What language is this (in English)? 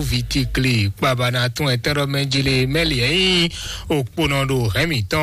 Fon